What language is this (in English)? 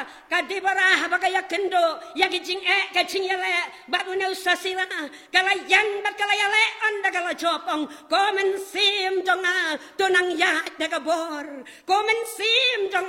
Khasi